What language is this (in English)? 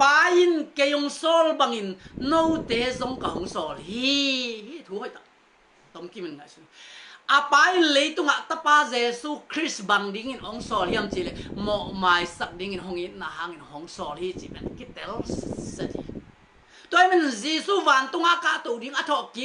Tedim Chin